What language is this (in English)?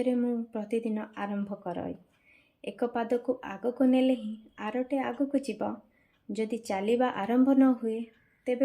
Odia